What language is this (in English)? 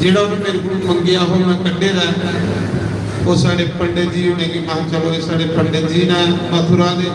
Dogri